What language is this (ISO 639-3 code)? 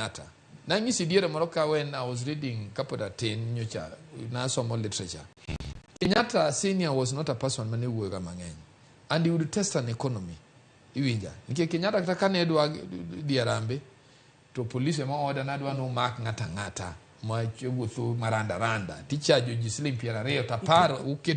luo